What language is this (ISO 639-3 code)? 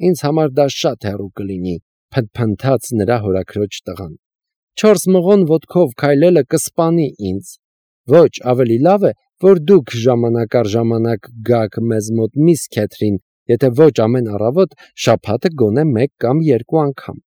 hye